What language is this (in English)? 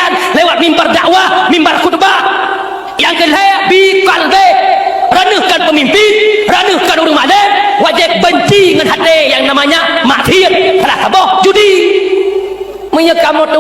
Achinese